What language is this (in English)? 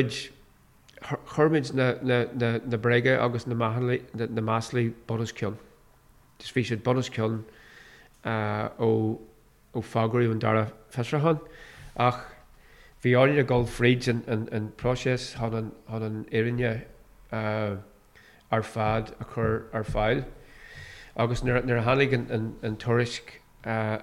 Irish